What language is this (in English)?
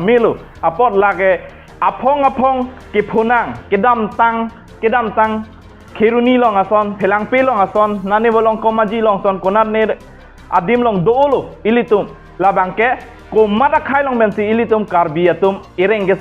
Karbi